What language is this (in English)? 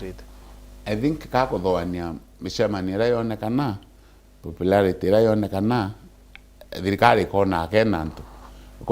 Meru